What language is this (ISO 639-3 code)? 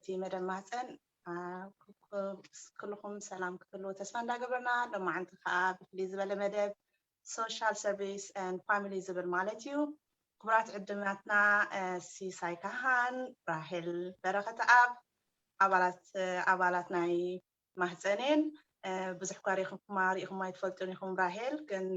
tir